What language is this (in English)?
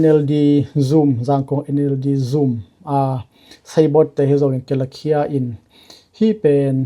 Tedim Chin